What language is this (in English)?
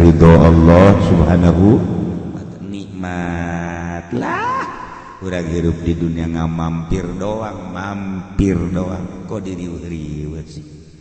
Sundanese